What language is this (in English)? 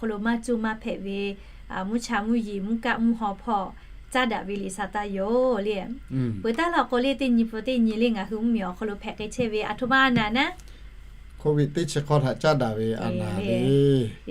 Lahu